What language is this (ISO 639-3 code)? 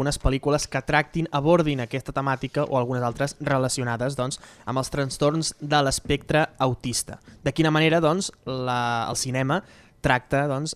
cat